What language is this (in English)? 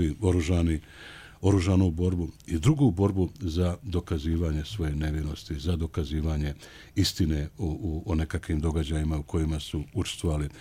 Bosnian